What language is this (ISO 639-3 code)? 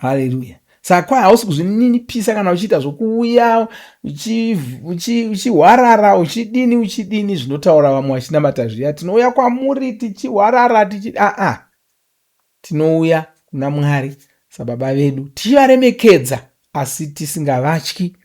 sna